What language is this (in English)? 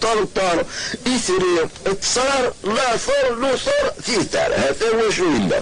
Kabyle